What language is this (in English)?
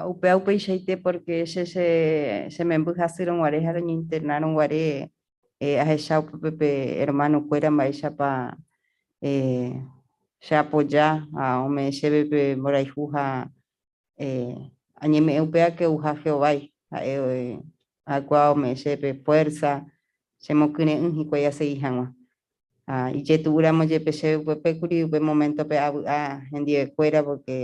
Guarani